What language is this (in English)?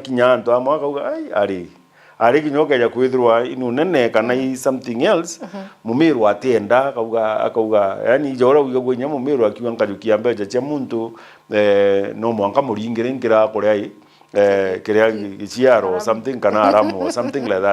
Meru